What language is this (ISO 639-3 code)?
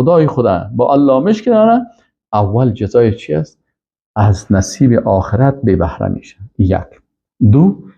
fas